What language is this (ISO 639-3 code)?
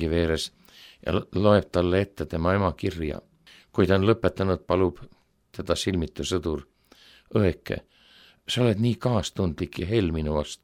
est